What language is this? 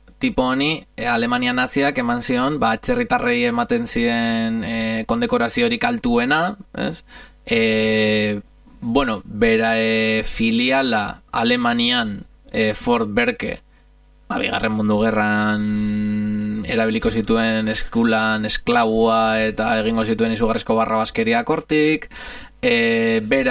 Basque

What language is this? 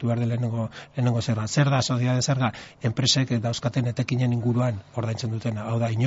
Basque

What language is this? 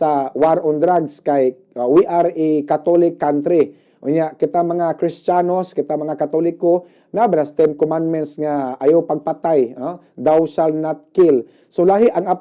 Cebuano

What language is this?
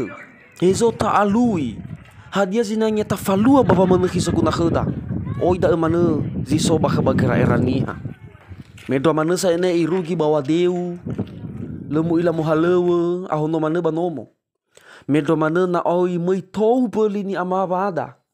Nias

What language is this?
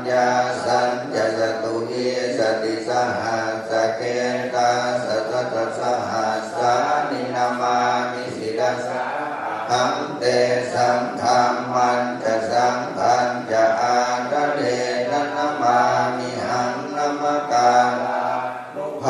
Pali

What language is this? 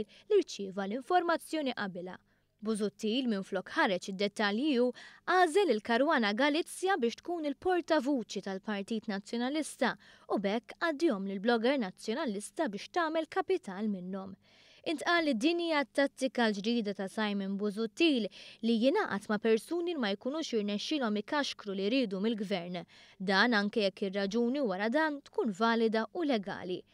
Maltese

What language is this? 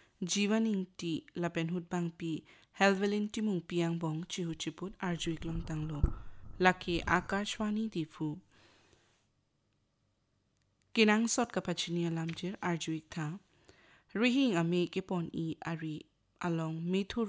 Karbi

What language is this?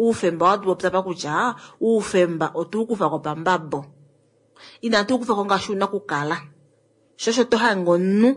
Kuanyama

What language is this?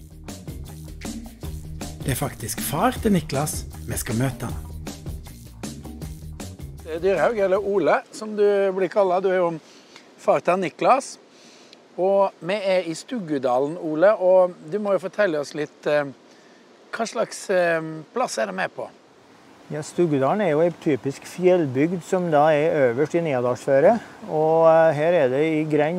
Norwegian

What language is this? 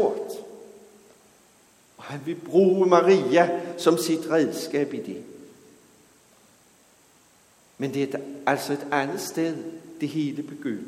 Danish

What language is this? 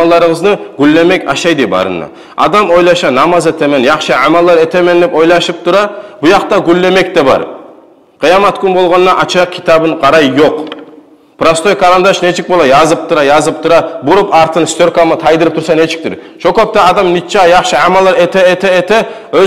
Kumyk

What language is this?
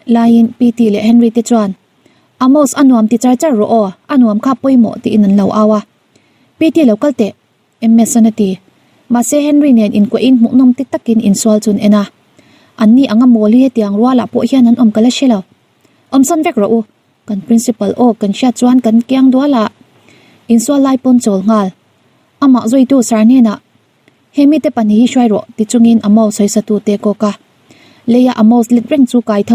Mizo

